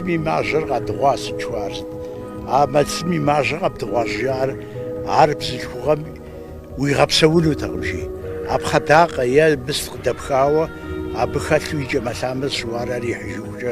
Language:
Kabardian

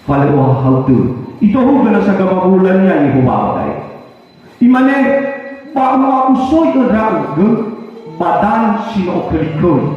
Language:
Nias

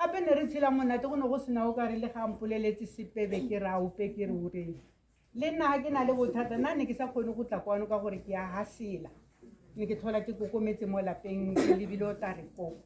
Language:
Tswana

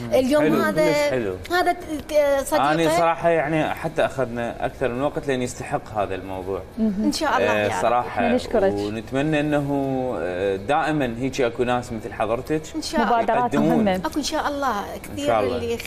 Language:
Mesopotamian Arabic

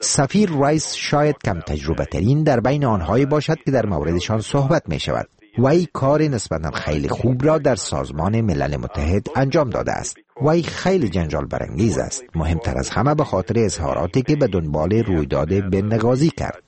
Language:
Persian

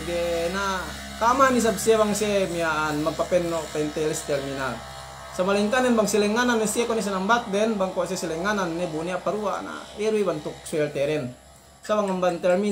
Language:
Yakan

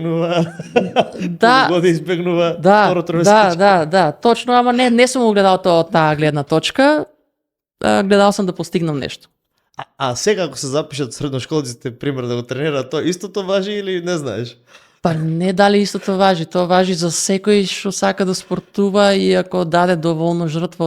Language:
Macedonian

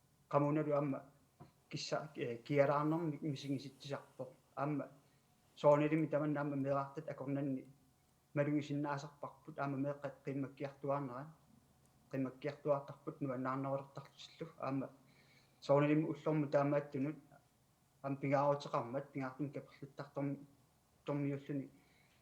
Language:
Kalaallisut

